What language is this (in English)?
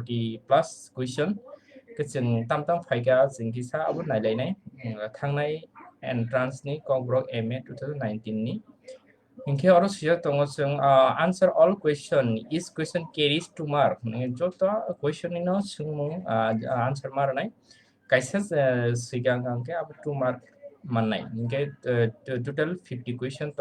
Kok Borok